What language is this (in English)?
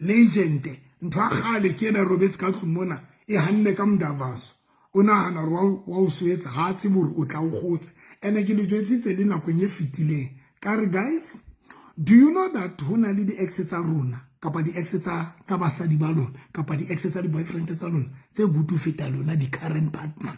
Southern Sotho